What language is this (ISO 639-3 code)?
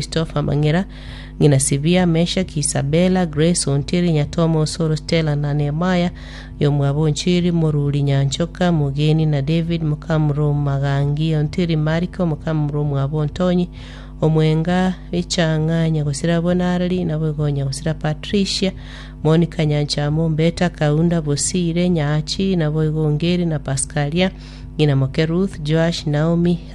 guz